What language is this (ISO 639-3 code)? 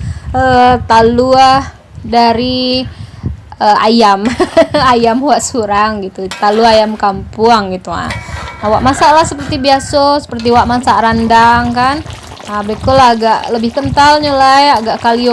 min